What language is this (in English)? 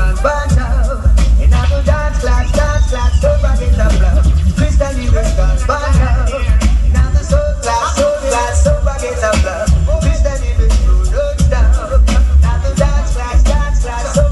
Jamaican Creole English